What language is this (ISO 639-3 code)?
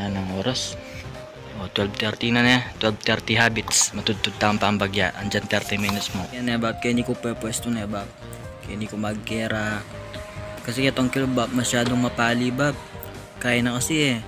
pam